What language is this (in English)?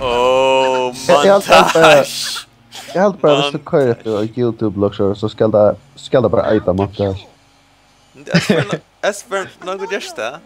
Faroese